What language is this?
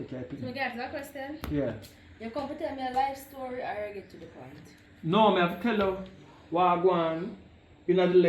Jamaican Creole English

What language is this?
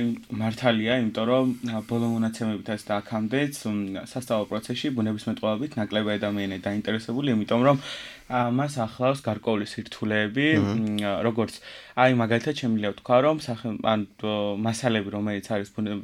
Georgian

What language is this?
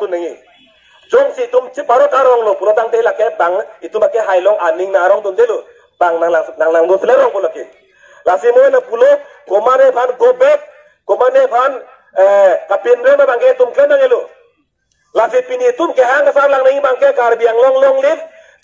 Karbi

